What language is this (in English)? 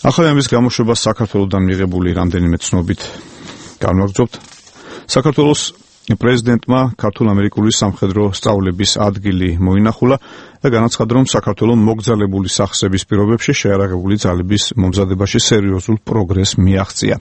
Georgian